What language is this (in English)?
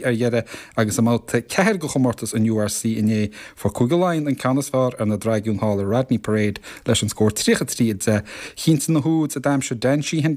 Irish